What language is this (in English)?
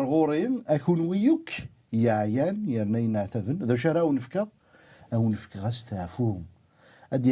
Kabyle